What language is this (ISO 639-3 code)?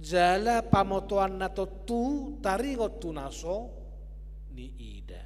bbc